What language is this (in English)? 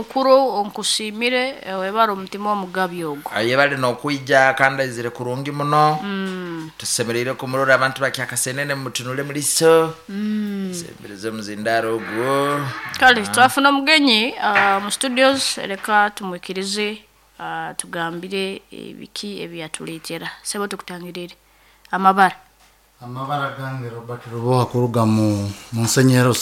Nyankole